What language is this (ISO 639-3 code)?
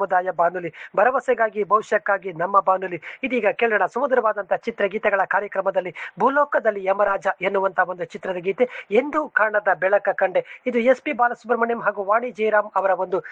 kan